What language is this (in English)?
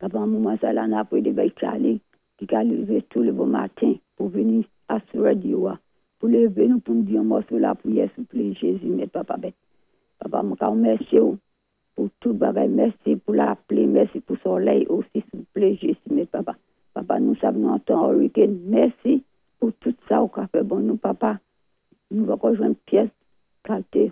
Saint Lucian Creole French